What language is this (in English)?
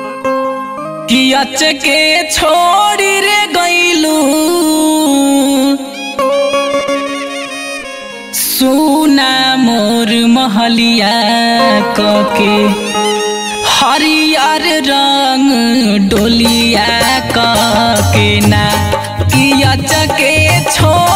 Bhojpuri